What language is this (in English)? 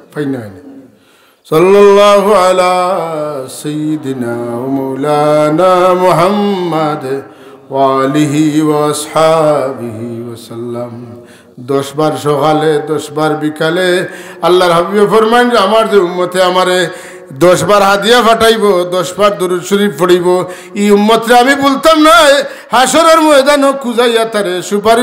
Sylheti